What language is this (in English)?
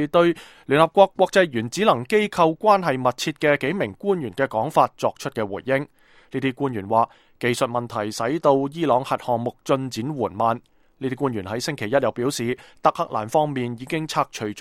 Cantonese